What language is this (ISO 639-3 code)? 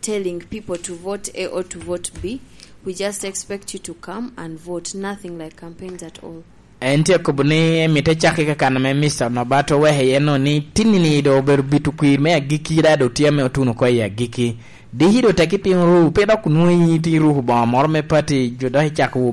laj